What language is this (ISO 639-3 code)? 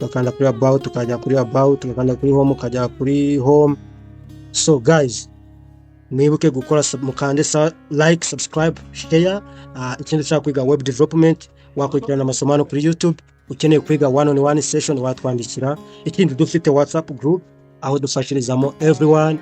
kin